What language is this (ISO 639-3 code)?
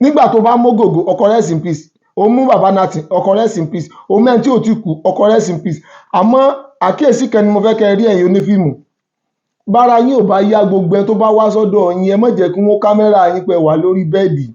yor